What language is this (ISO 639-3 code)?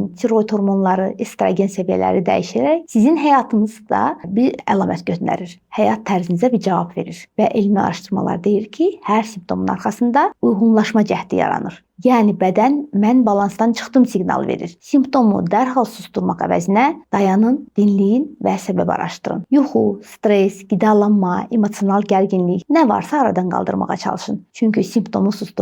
aze